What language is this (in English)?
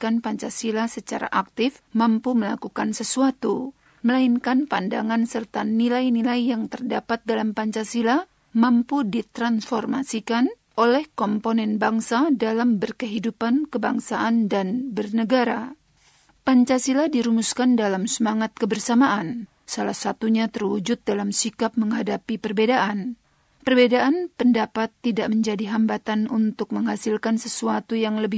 Indonesian